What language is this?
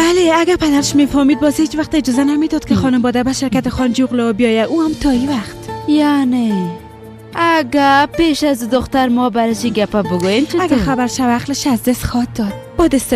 Persian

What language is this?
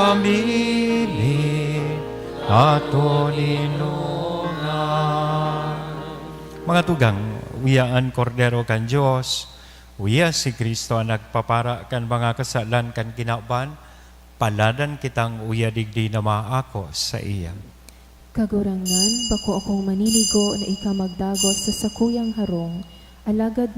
Bikol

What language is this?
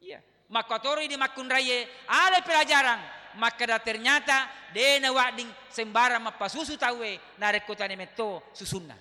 Buginese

